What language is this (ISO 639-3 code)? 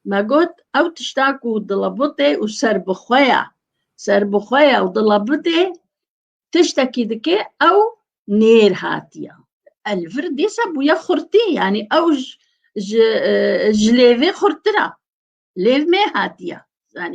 kur